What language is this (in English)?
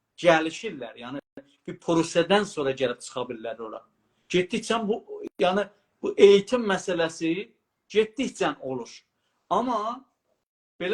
South Azerbaijani